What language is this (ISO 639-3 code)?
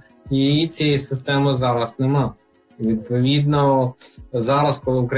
ukr